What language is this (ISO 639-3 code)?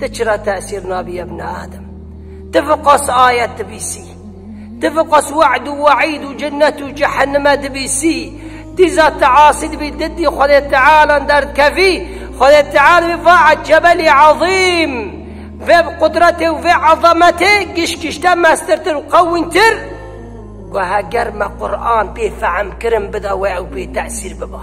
kur